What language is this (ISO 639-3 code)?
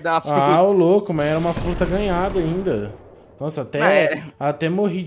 por